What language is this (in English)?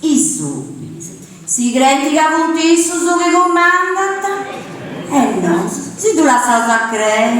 Sardinian